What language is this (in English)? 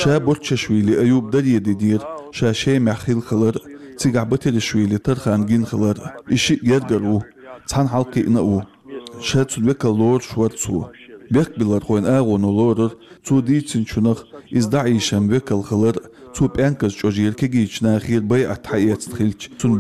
Chechen